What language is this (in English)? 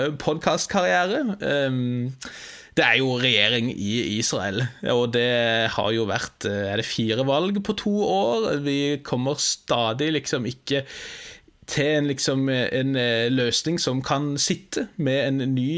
Norwegian